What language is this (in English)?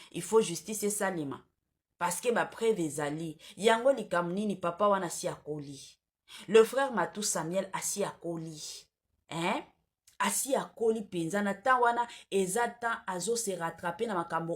Lingala